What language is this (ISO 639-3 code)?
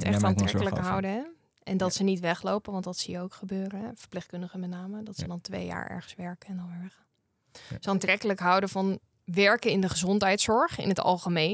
nld